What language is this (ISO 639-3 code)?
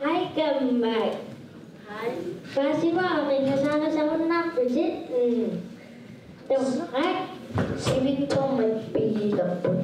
kal